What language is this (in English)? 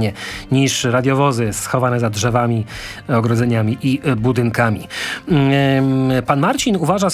Polish